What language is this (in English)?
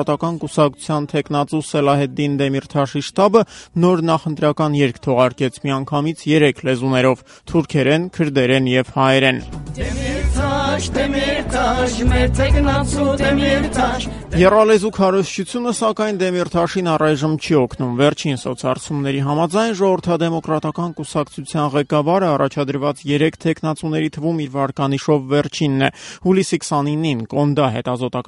Armenian